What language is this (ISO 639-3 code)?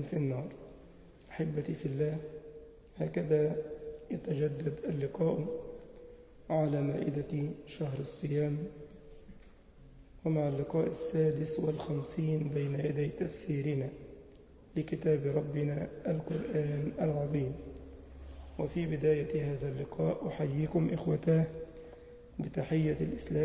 ara